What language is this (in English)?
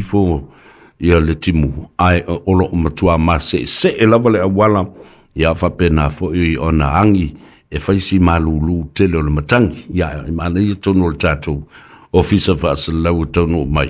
Samoan